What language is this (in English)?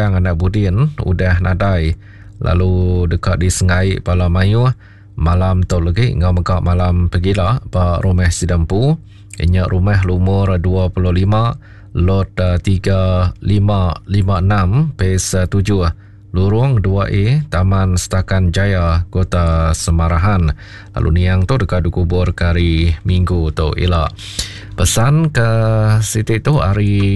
Iban